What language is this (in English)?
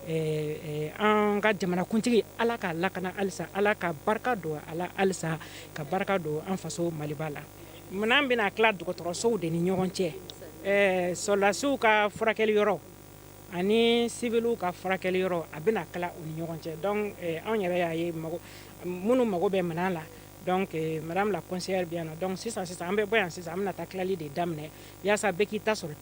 Bambara